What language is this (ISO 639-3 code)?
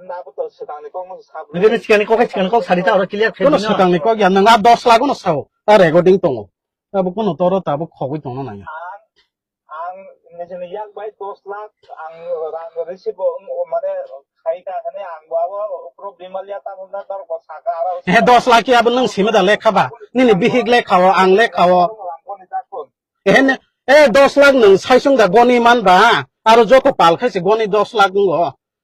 trp